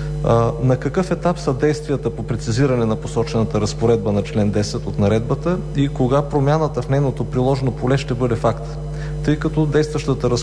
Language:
Bulgarian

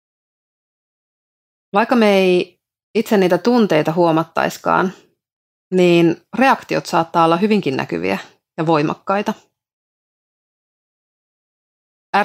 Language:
Finnish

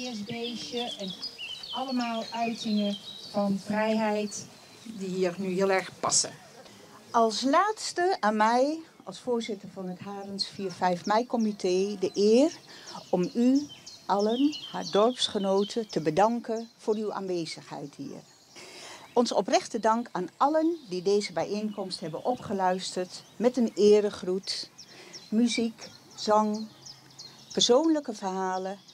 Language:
Dutch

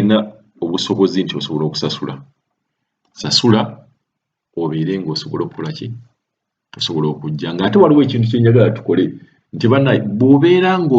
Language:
Ganda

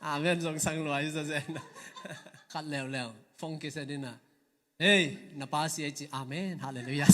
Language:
Tedim Chin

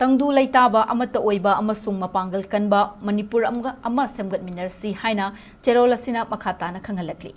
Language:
Manipuri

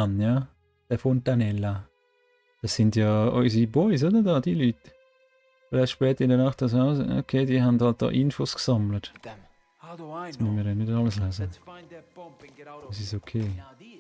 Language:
Swiss German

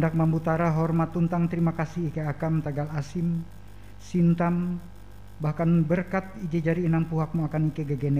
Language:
Ngaju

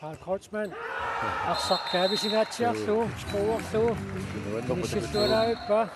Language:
Kalaallisut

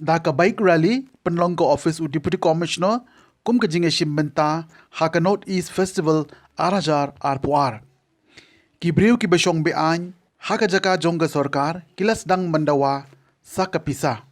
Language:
Khasi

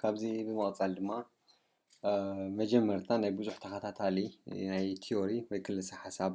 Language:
Tigrinya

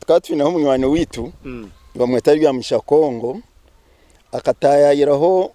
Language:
Nyankole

